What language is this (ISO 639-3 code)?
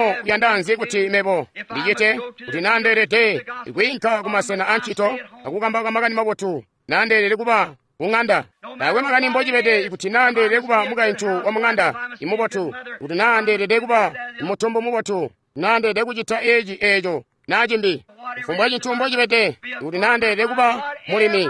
toi